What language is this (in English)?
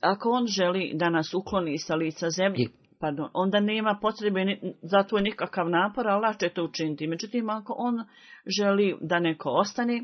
Bosnian